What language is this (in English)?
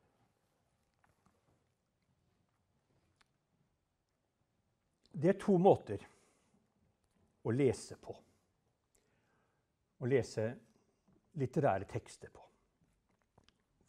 Norwegian